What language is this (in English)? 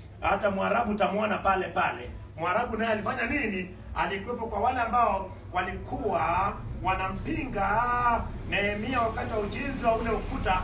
Swahili